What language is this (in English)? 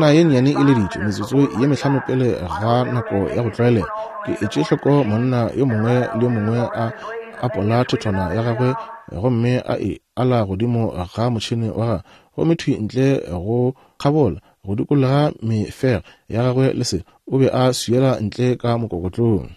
Northern Sotho